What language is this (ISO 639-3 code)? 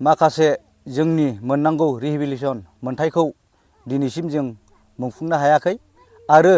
brx